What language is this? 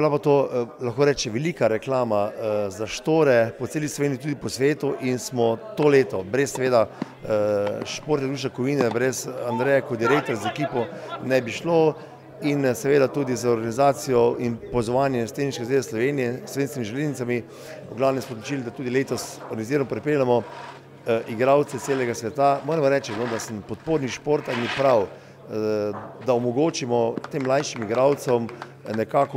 Slovenian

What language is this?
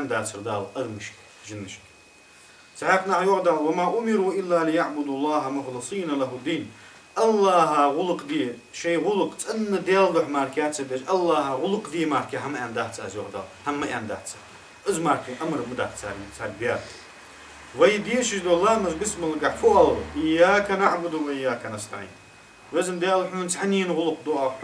Ingush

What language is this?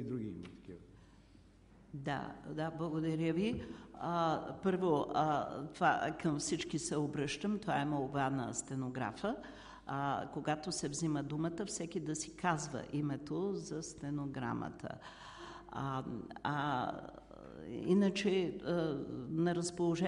Bulgarian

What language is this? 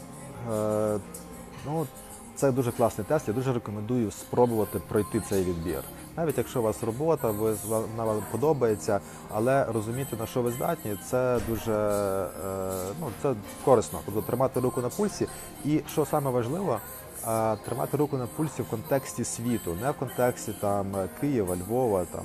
Ukrainian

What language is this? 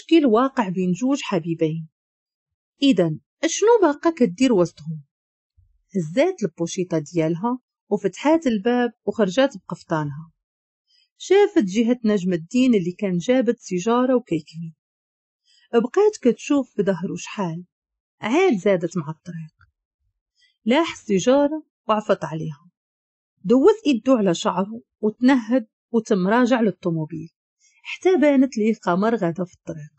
Moroccan Arabic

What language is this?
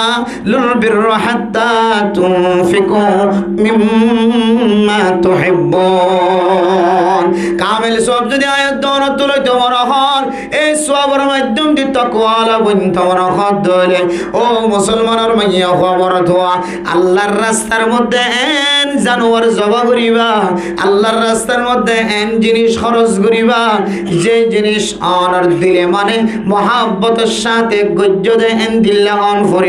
Rohingya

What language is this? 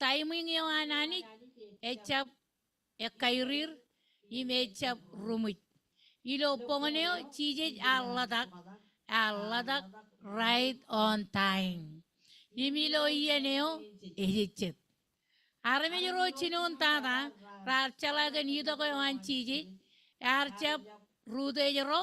Marshallese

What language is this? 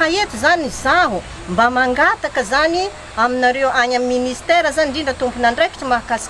Malagasy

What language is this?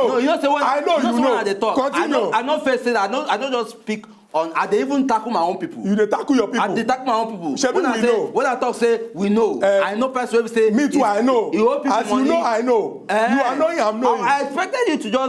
Nigerian Pidgin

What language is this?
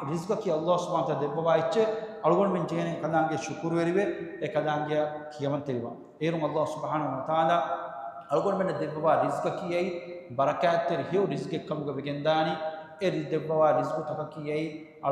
Divehi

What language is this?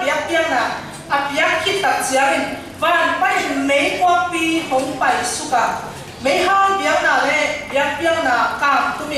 Tedim Chin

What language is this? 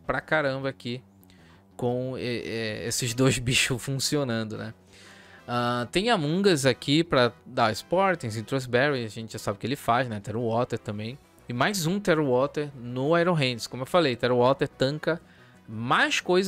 Portuguese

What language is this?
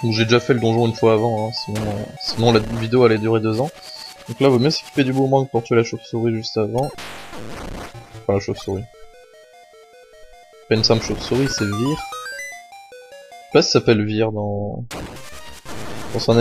French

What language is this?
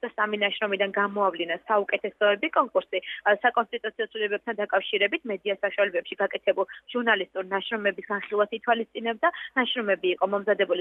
Georgian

